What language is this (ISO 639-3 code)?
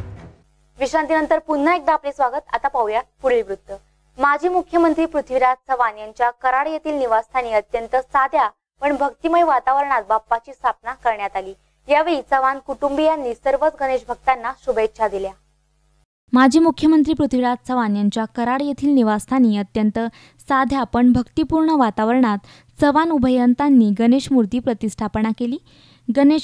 mar